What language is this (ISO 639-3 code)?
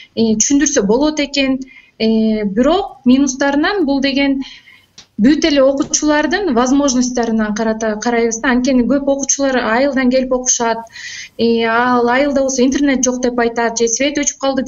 kir